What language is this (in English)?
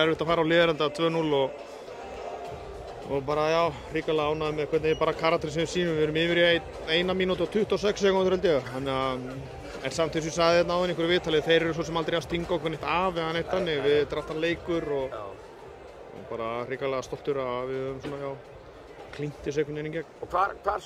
Icelandic